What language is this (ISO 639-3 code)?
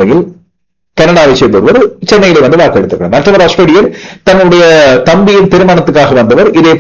tam